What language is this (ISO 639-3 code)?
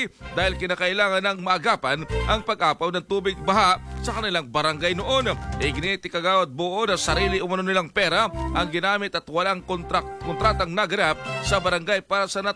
fil